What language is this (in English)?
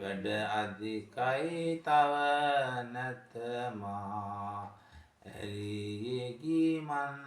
Sinhala